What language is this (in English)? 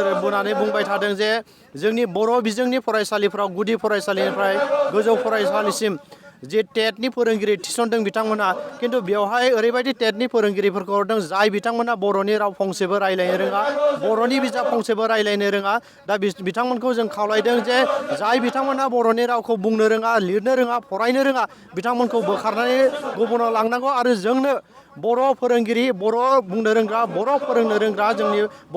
Bodo